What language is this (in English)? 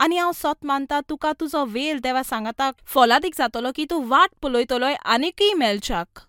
Konkani